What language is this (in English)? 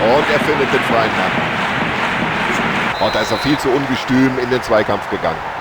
Bavarian